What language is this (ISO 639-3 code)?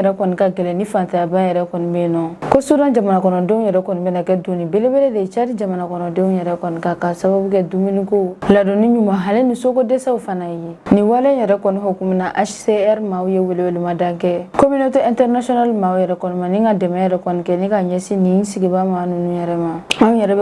bam